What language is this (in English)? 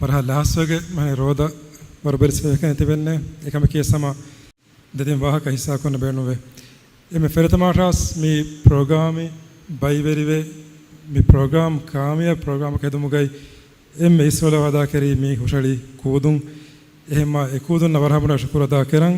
Divehi